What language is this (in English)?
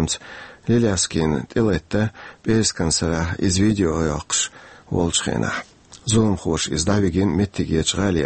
Chechen